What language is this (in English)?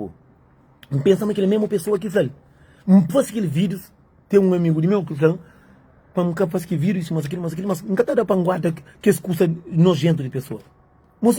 Kabuverdianu